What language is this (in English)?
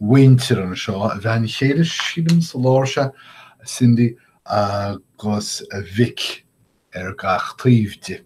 Irish